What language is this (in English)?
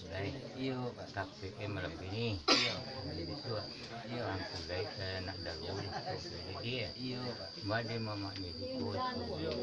Minangkabau